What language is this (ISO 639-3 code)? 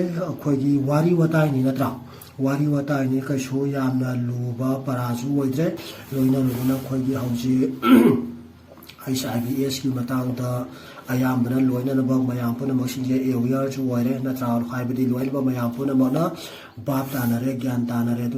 mni